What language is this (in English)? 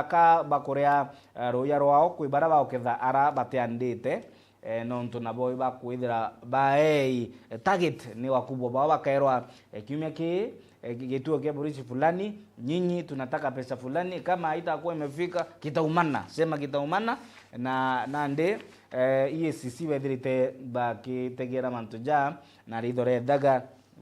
Meru